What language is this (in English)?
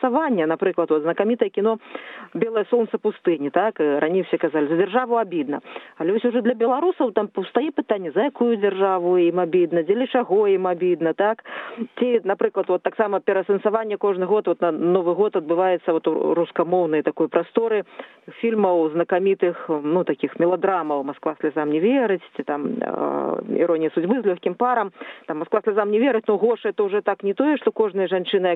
Belarusian